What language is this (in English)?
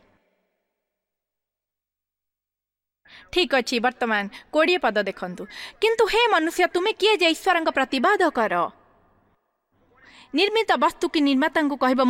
Odia